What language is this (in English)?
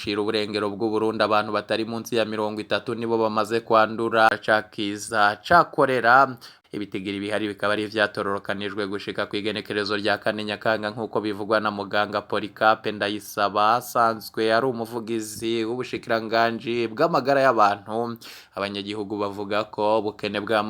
Rundi